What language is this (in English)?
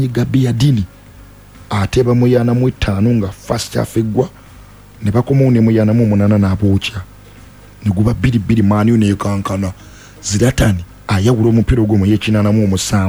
Ganda